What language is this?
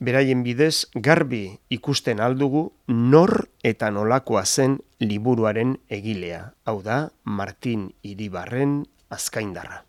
Basque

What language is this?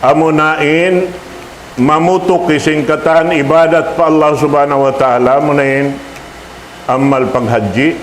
Tausug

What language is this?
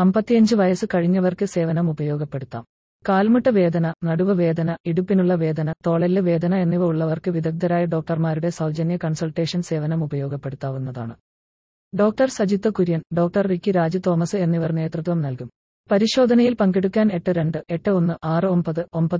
Malayalam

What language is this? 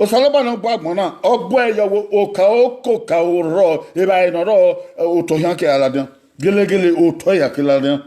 Bini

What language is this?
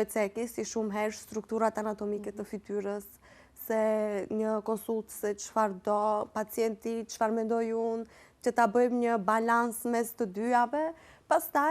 Albanian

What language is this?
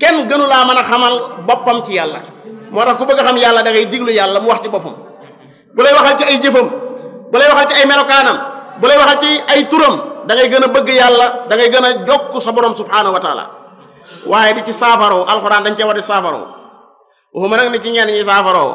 Wolof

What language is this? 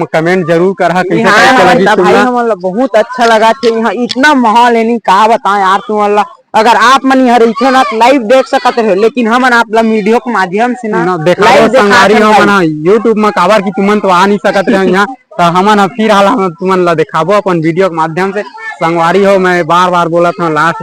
Chhattisgarhi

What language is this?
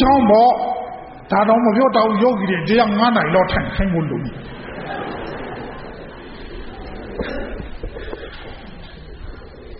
Burmese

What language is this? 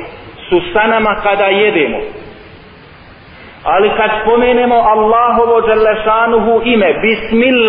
Bosnian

